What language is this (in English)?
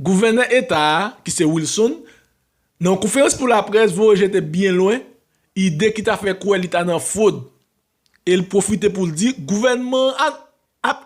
Haitian Creole